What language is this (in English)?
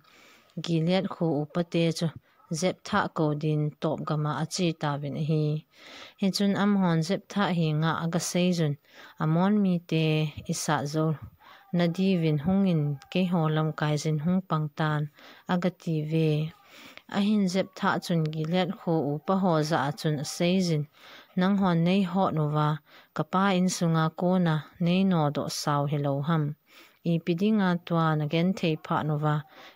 Thado Chin